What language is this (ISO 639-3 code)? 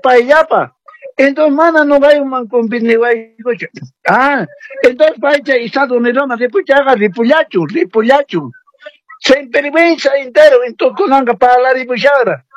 que